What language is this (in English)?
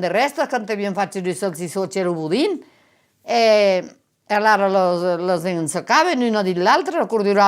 Occitan